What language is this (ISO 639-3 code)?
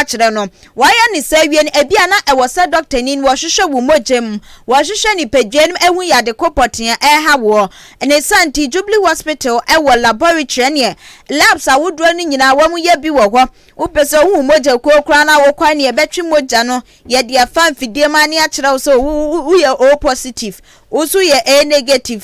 aka